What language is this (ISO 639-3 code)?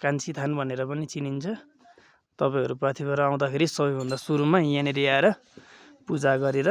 nep